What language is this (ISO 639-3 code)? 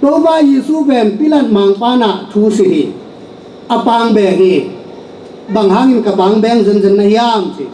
ctd